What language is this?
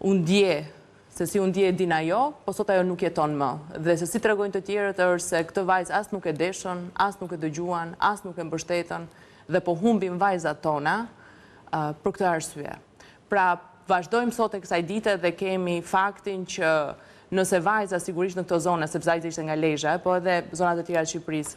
Albanian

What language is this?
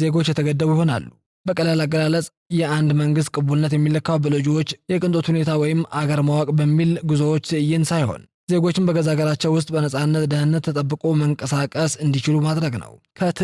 Amharic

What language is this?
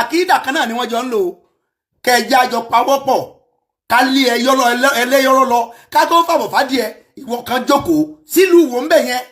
Yoruba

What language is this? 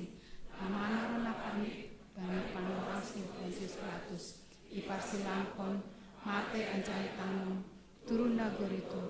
Batak Simalungun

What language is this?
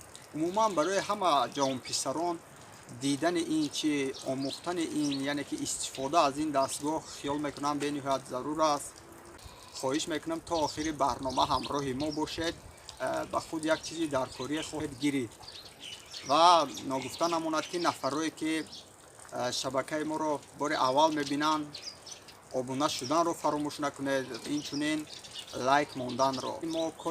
Tajik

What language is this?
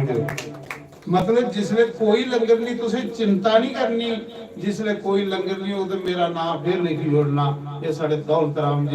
Dogri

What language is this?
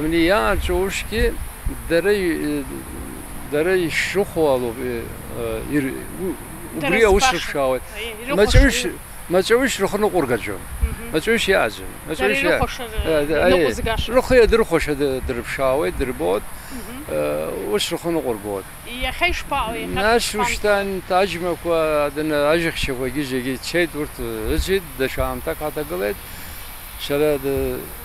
Abkhazian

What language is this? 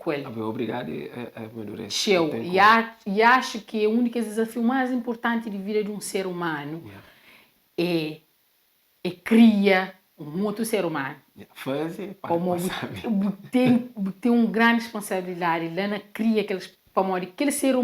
Kabuverdianu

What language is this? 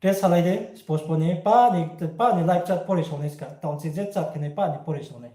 Riang (India)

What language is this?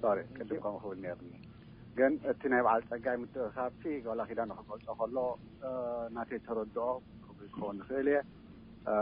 Tigrinya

